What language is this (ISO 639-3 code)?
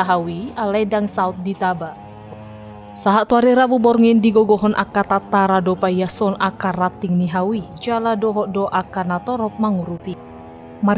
bbc